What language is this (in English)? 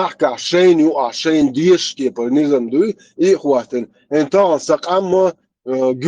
Chechen